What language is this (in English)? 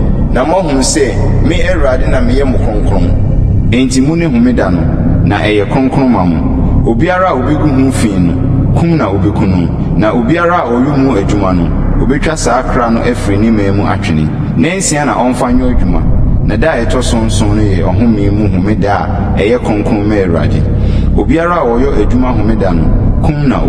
Akan